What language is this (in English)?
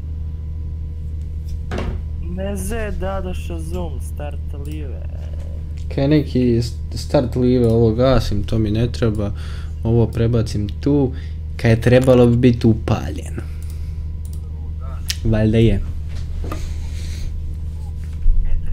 Croatian